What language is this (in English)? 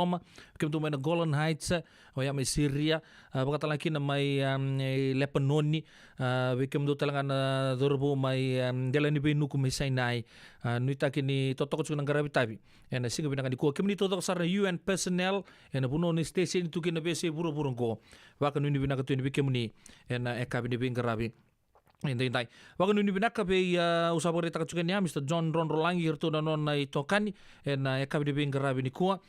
Fijian